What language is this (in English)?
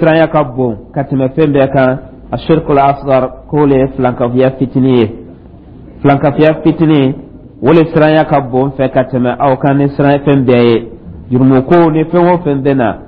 Dyula